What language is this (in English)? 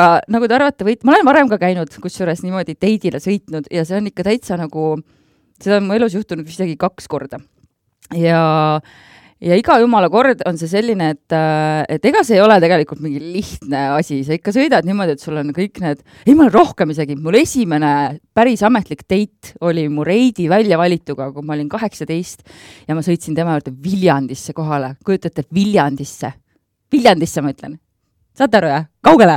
Estonian